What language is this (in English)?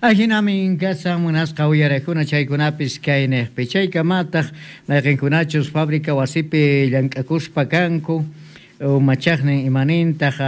South Bolivian Quechua